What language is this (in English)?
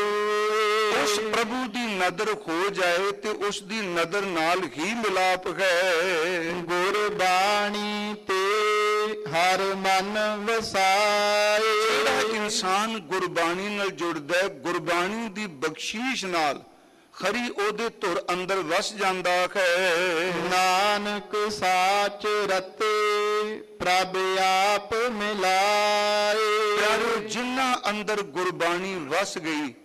Punjabi